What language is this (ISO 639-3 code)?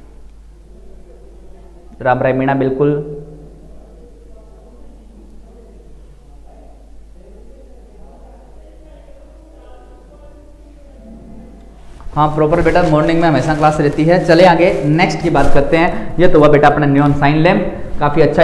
hin